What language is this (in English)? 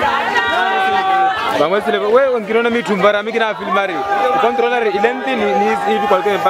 Swahili